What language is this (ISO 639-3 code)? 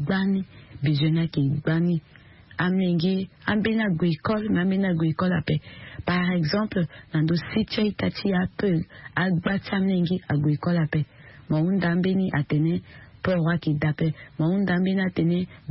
sag